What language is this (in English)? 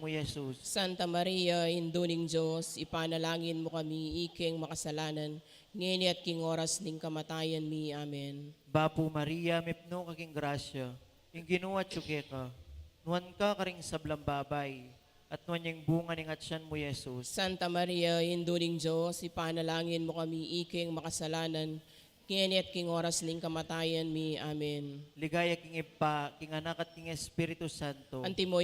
Pampanga